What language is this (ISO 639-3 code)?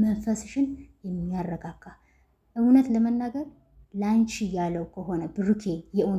amh